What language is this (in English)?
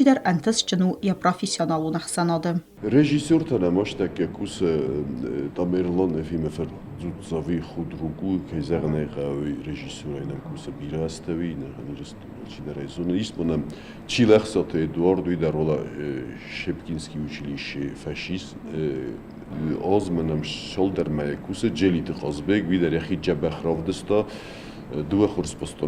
Ossetic